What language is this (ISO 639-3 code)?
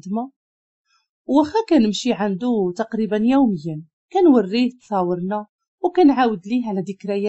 ary